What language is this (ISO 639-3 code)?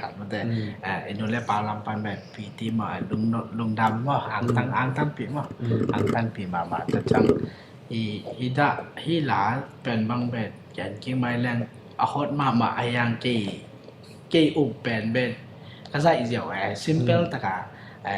ctd